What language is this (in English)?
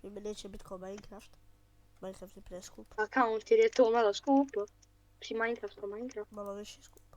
Bosnian